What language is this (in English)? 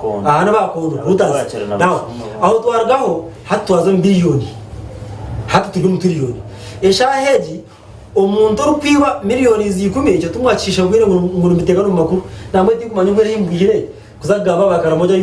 Nyankole